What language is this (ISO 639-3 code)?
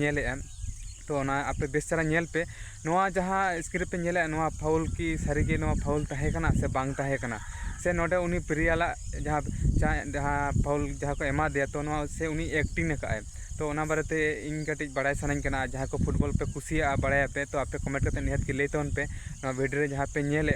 sat